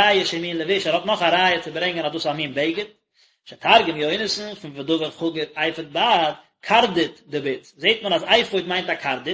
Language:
Yiddish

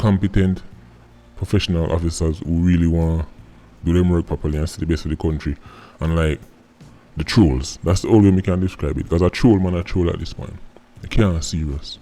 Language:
Jamaican Creole English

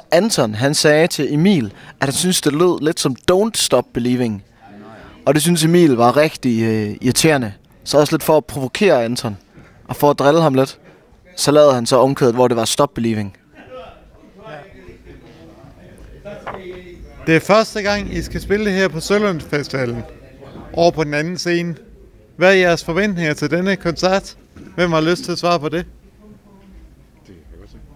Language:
Danish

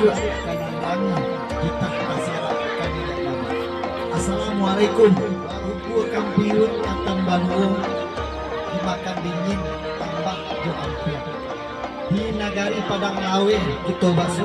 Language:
Minangkabau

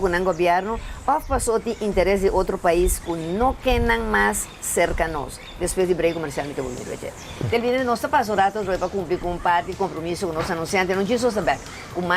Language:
Papiamento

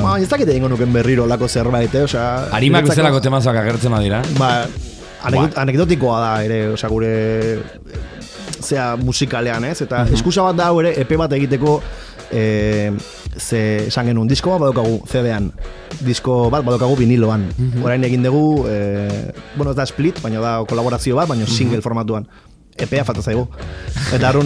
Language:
Basque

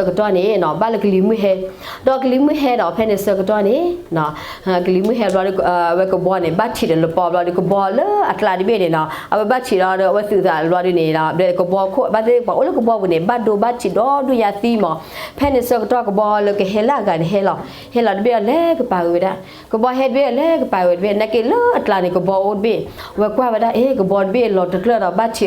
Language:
S'gaw Karen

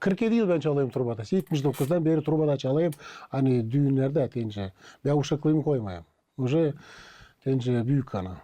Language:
Gagauz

